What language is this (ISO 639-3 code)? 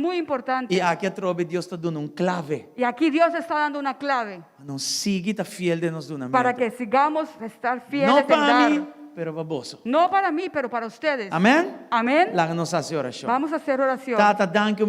pap